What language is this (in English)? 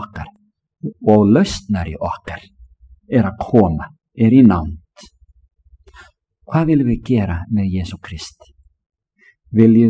Icelandic